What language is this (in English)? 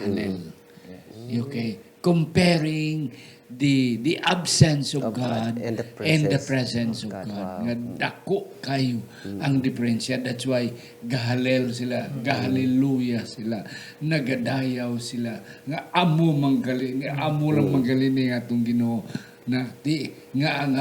Hiligaynon